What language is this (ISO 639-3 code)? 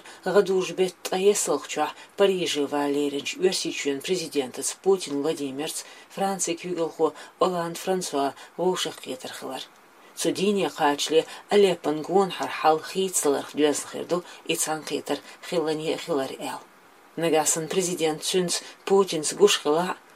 che